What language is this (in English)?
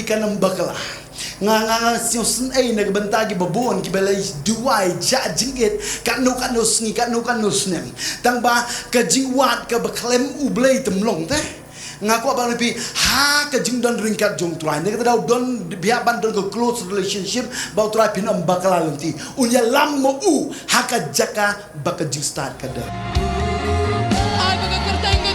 Khasi